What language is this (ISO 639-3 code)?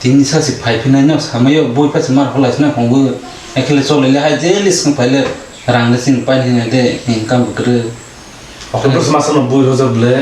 trp